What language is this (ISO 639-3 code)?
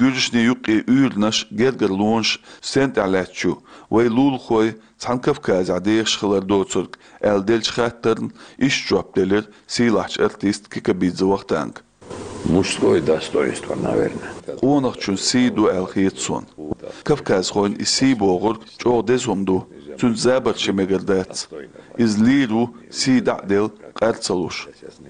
che